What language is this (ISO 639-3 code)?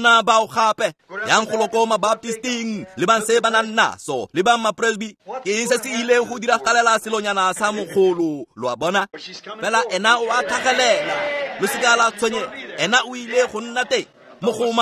tsn